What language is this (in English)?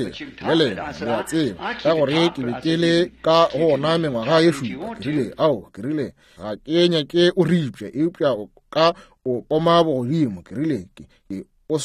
Northern Sotho